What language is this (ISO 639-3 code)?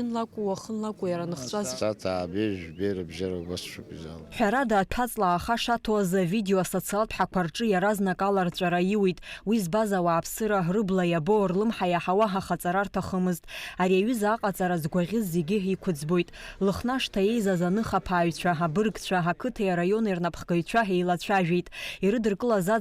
abk